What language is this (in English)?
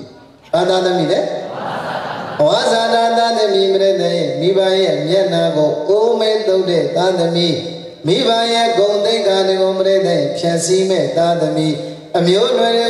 Burmese